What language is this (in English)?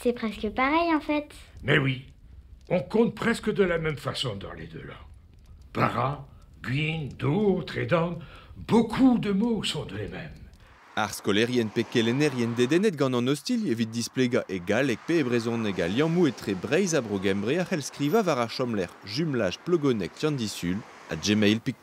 Breton